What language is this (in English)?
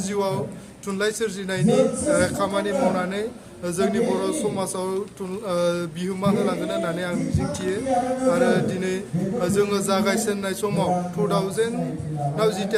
Bodo